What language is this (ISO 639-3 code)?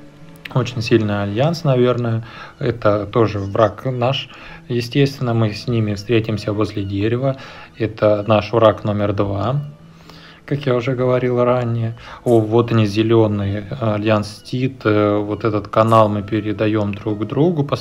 rus